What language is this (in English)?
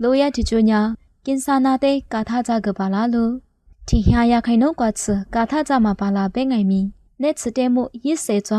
Lisu